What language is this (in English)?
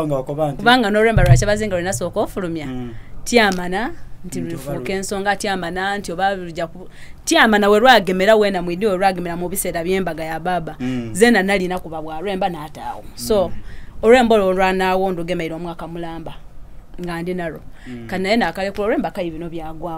Soga